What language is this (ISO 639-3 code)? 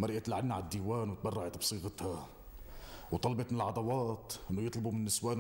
apc